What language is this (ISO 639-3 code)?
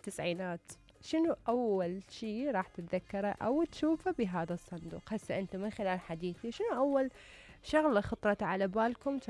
acm